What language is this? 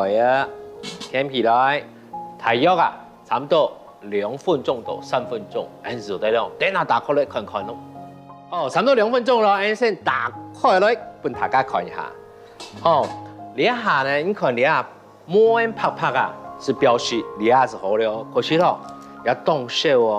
Hakka Chinese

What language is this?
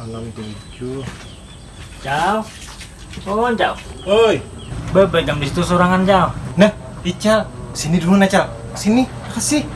Banjar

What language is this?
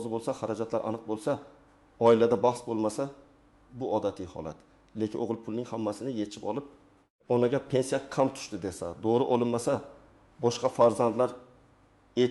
Uzbek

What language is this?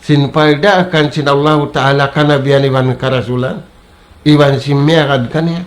Tausug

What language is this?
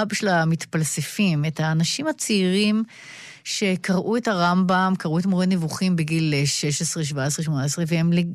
Hebrew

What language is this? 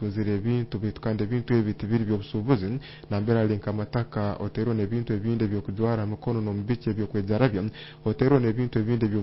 Nyoro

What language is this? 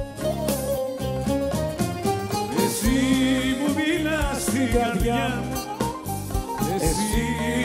Greek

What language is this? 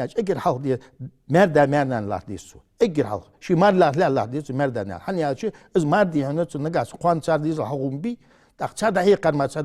Ingush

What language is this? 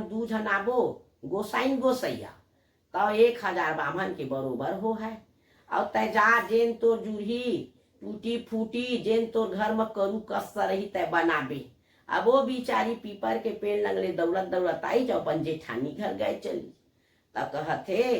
Chhattisgarhi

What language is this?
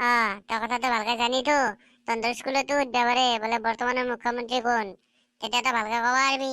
Assamese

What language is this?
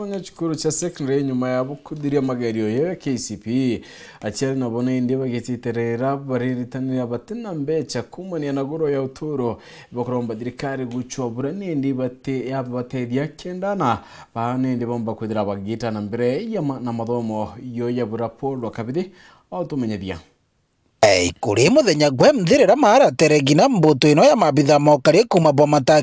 Meru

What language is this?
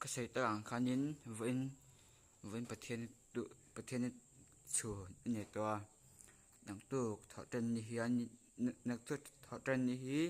Mizo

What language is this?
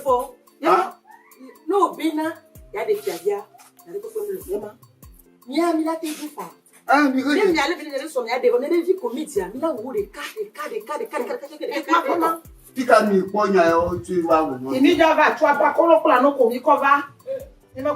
Ewe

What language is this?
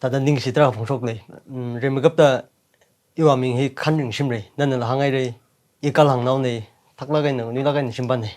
Tangkhul Naga (India)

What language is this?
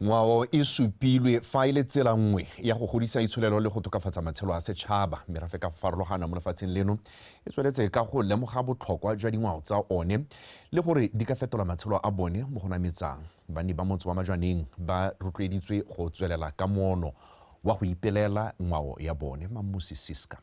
Tswana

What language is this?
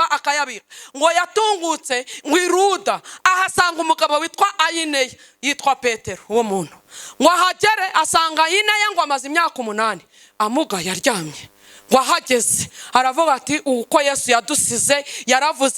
Kinyarwanda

